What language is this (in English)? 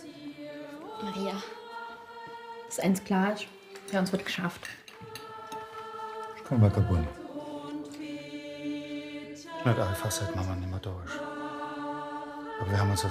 German